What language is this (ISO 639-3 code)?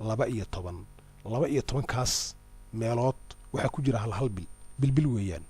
som